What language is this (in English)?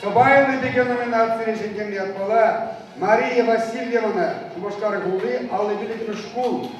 Chuvash